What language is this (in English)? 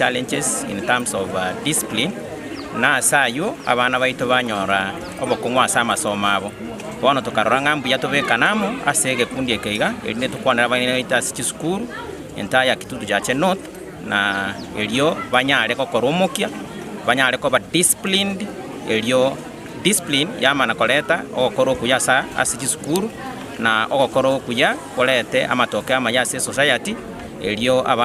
Gusii